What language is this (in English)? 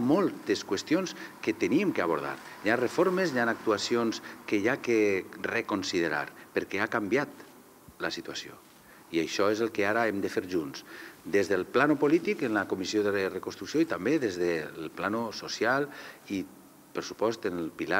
Catalan